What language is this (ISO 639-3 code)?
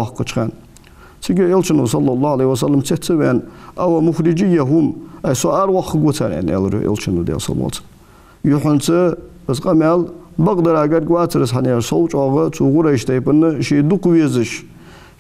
inh